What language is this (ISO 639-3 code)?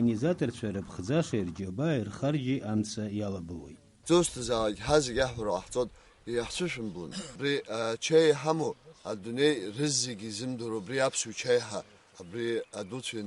abk